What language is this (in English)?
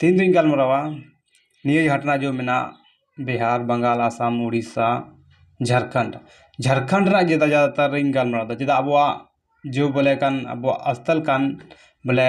Santali